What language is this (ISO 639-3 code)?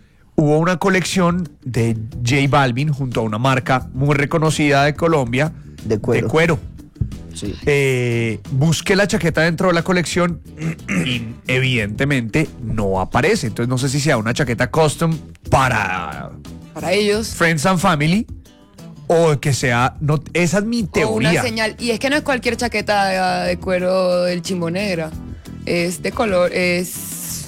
spa